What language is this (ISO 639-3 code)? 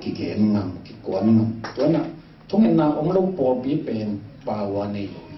ctd